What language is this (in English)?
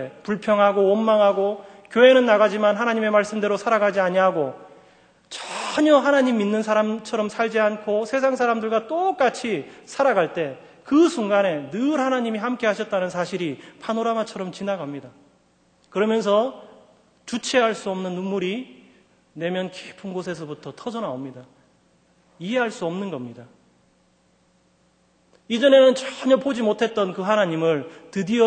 Korean